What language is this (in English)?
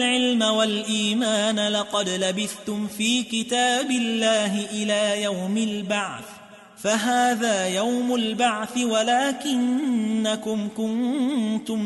Arabic